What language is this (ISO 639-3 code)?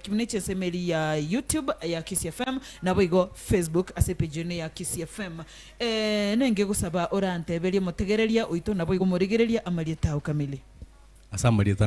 guz